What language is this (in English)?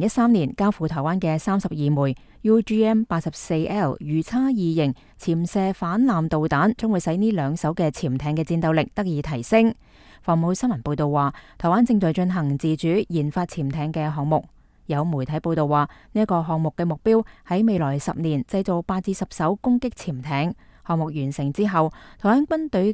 Cantonese